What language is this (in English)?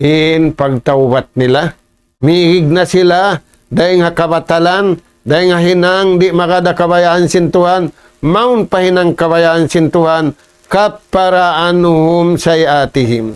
Tausug